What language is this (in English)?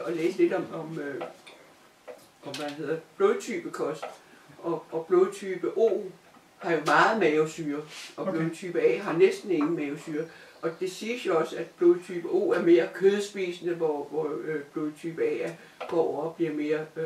Danish